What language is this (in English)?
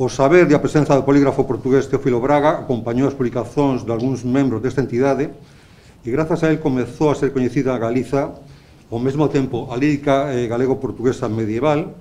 Galician